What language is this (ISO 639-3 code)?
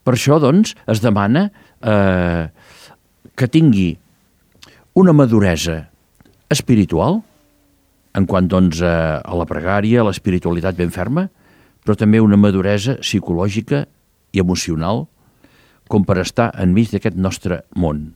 cat